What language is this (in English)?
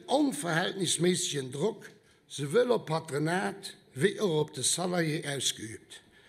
Luxembourgish